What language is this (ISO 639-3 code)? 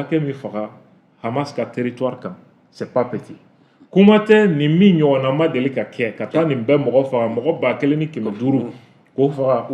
bam